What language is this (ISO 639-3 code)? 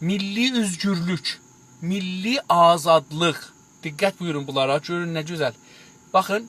azb